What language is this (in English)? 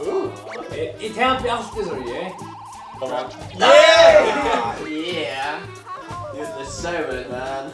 Faroese